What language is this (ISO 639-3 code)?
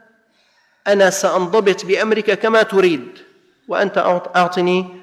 ara